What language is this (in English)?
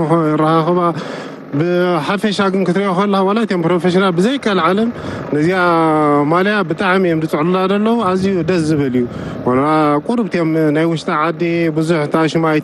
Tigrinya